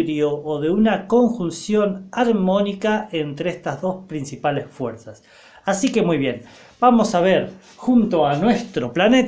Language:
Spanish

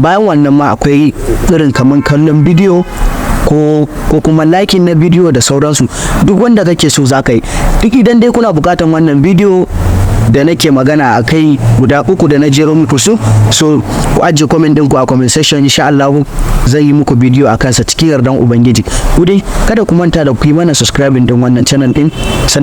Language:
Hausa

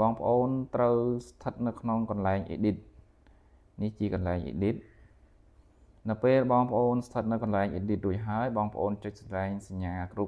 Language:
Khmer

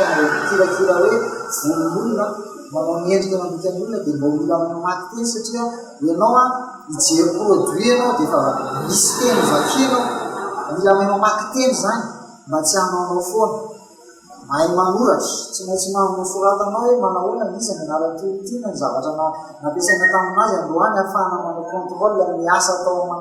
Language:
Malagasy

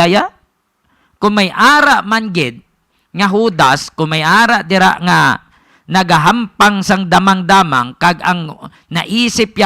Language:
Hiligaynon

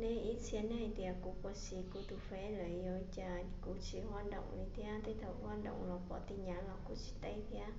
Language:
Hmong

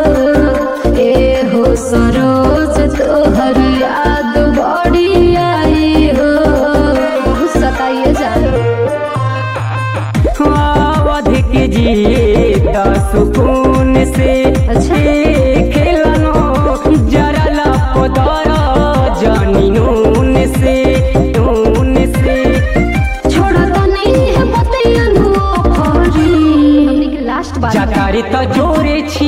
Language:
Bhojpuri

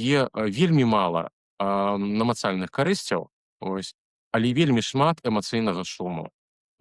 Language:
Belarusian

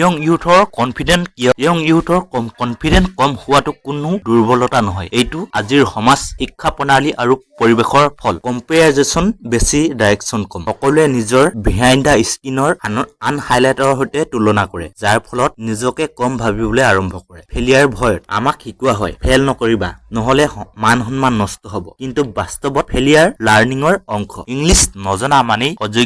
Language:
Assamese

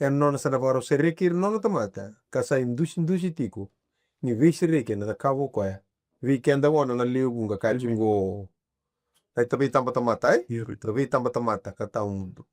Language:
Fijian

